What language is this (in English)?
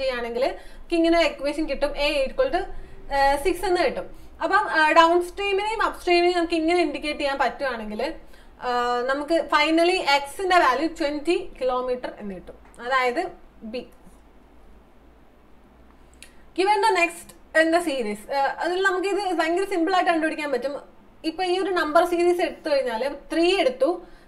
Malayalam